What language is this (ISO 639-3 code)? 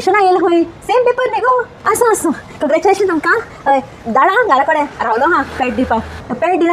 kok